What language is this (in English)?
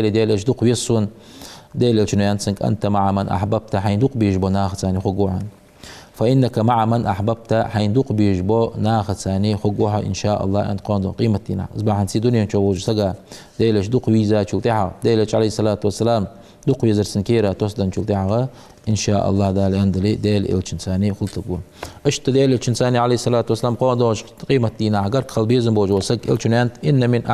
Ingush